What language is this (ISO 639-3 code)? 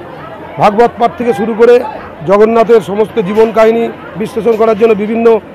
ben